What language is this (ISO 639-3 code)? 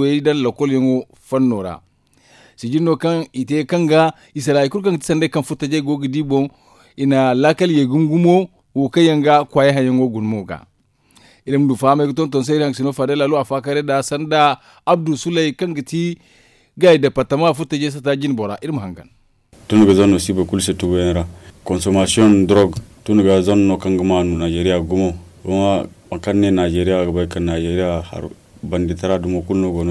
dje